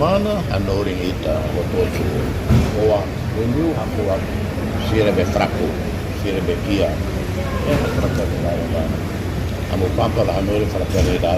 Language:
Tetum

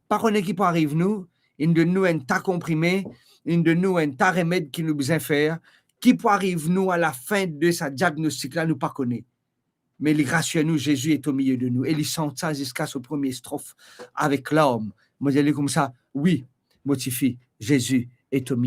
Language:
Morisyen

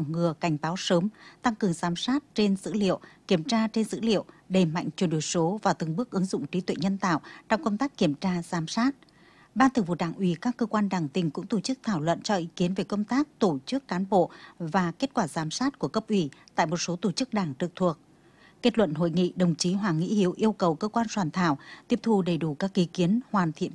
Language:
Vietnamese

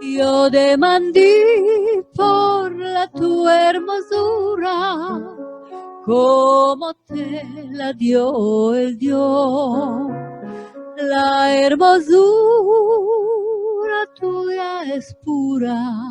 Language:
Ladino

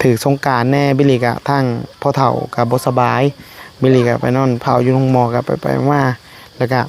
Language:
Northeastern Thai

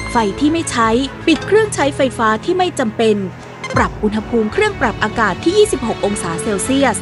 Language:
Thai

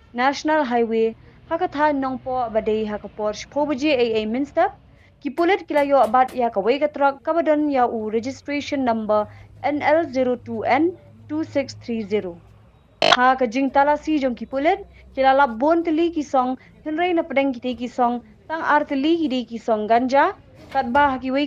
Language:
Khasi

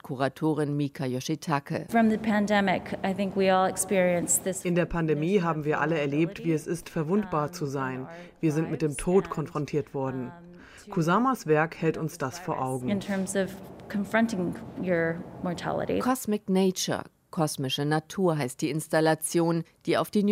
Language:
German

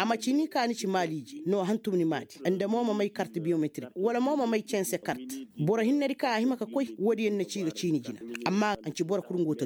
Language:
Koyraboro Senni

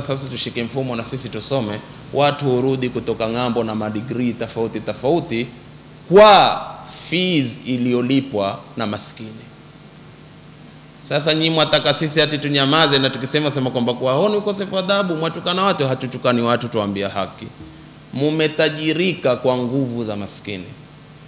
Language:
Swahili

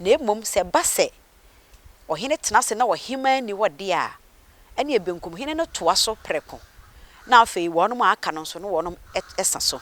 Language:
Akan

